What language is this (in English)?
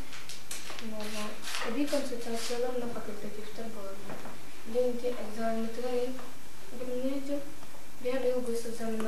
Yakut